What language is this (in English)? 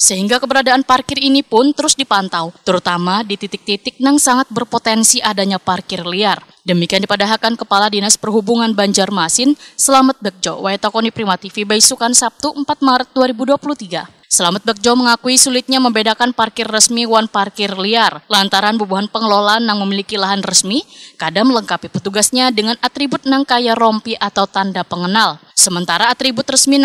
Banjar